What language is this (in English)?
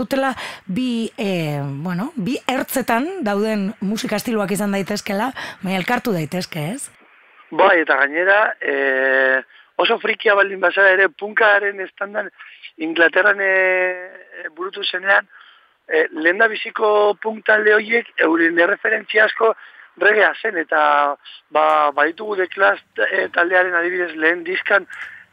Basque